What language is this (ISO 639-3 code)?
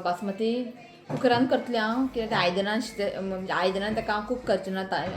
kok